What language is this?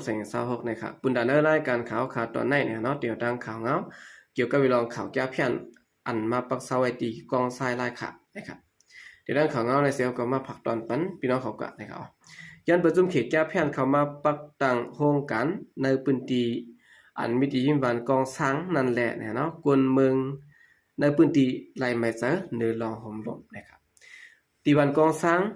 Shan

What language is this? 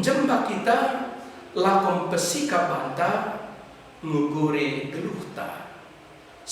Batak Karo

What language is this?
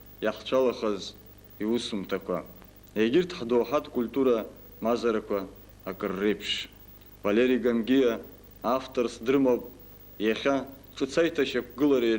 Abkhazian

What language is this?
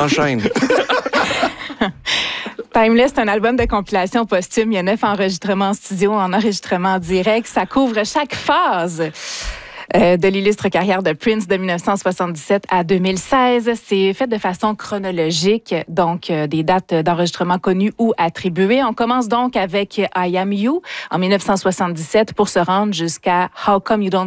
French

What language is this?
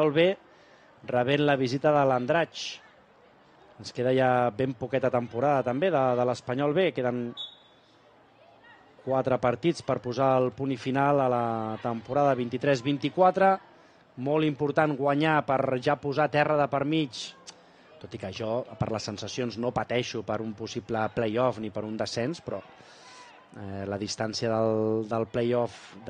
Catalan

